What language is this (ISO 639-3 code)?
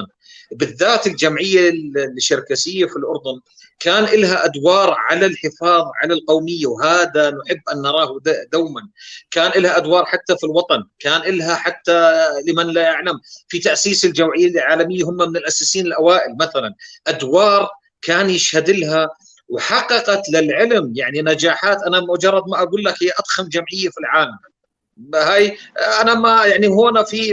apc